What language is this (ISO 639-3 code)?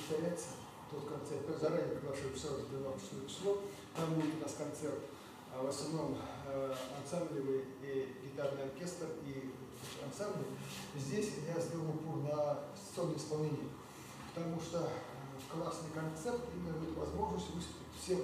rus